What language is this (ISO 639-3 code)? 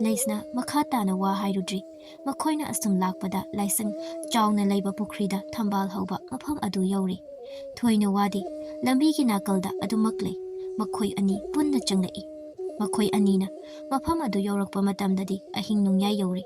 mni